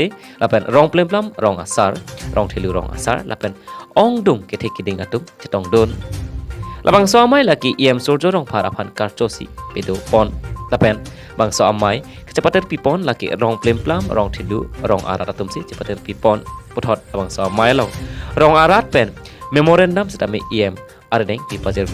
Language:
Karbi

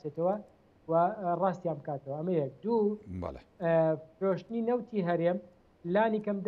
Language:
Central Kurdish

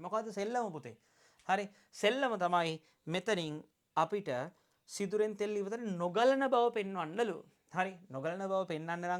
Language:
Sinhala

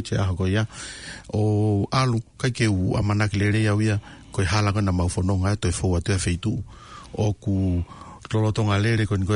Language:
Tongan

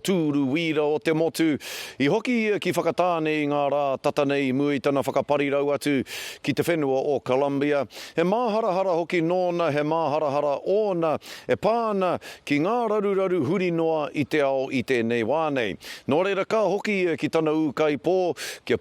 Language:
Māori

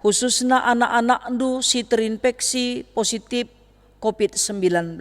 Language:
Batak Karo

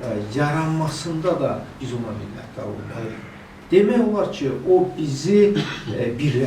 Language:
Azerbaijani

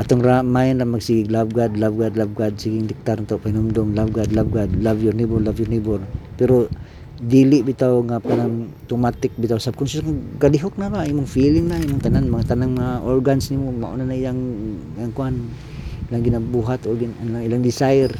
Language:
Cebuano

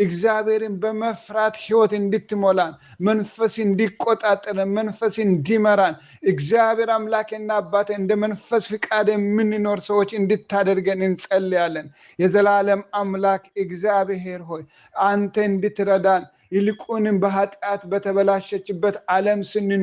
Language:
Amharic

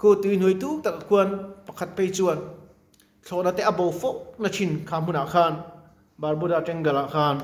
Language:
Mizo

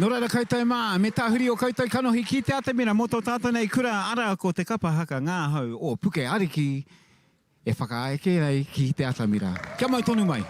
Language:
Māori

